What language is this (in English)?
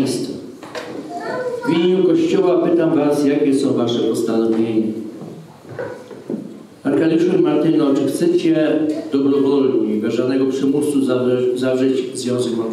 Polish